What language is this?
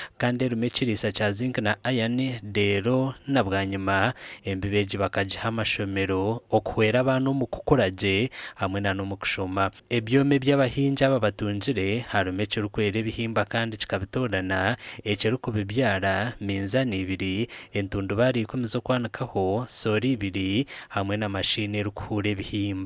Nyankole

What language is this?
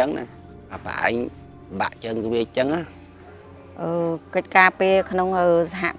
Khmer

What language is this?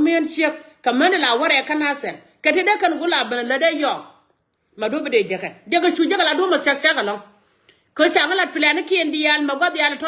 Nuer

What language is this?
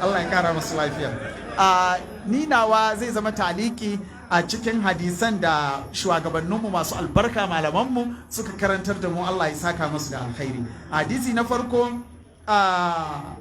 Hausa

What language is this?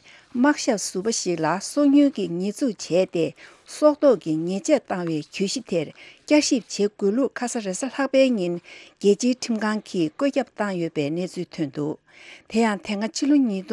Tibetan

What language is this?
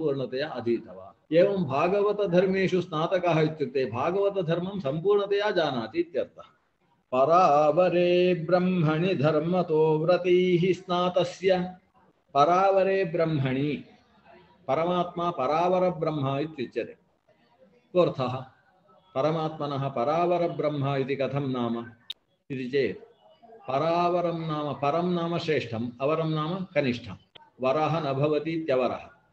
Sanskrit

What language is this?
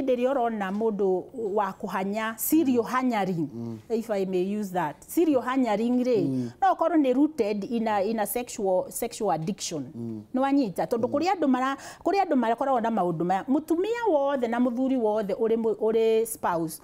Kikuyu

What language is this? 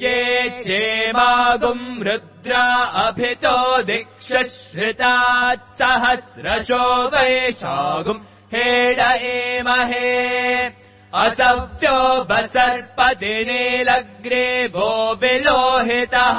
Sanskrit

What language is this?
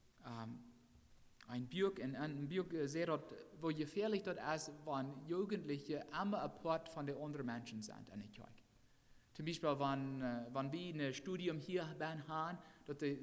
Plautdietsch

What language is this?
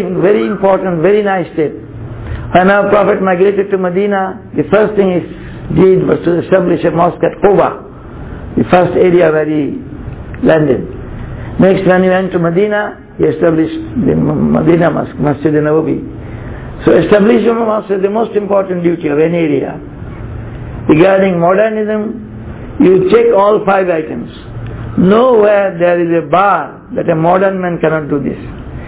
English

